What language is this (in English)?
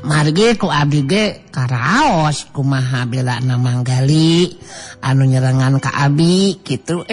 Sundanese